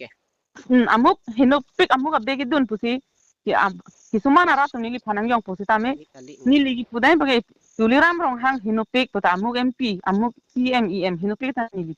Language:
Karbi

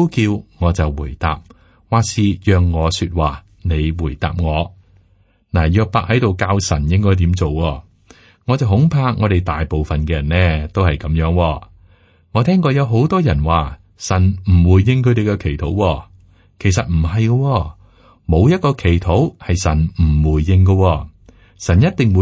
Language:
Cantonese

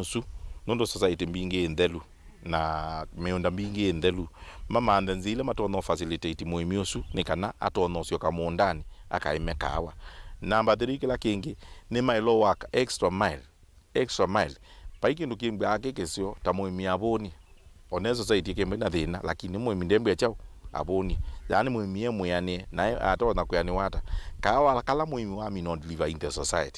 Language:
Kamba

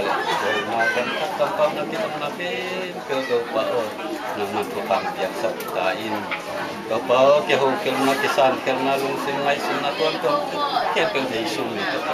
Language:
Tedim Chin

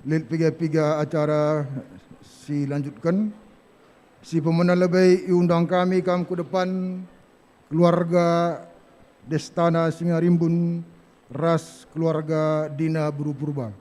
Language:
Batak Karo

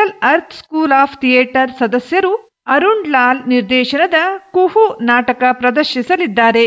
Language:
Kannada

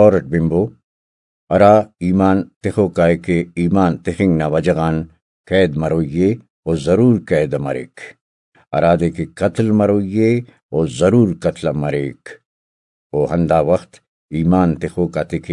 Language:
Brahui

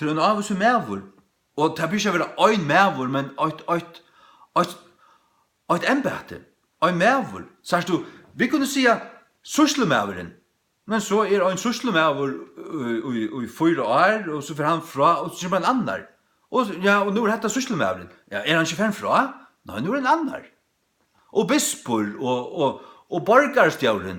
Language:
Faroese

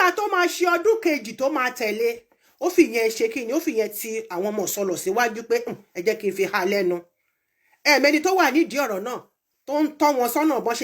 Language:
Yoruba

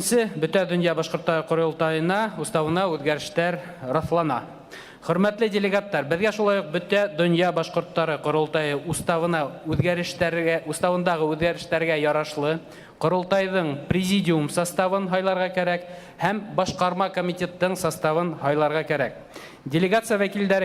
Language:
Bashkir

